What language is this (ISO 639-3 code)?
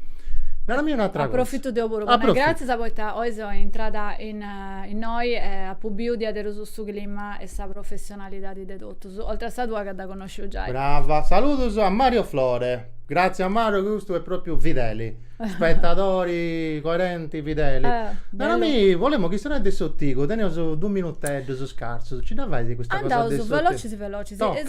srd